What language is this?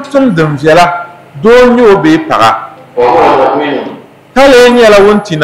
Dagbani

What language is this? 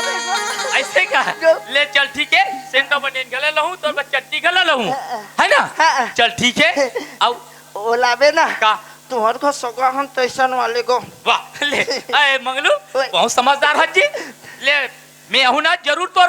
Chhattisgarhi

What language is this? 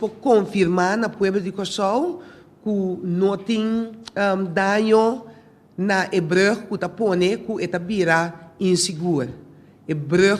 Papiamento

